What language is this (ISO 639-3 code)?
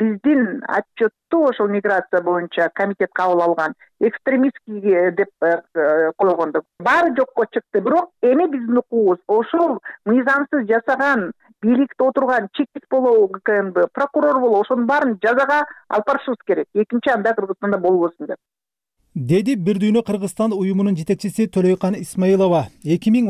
kir